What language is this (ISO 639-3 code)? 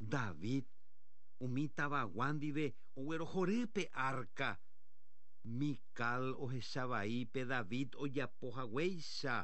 grn